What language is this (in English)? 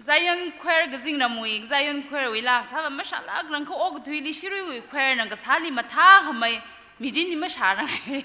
Tangkhul Naga (India)